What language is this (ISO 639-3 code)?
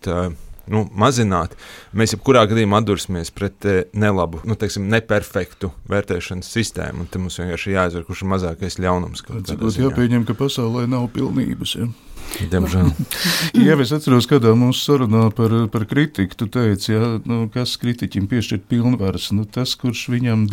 lav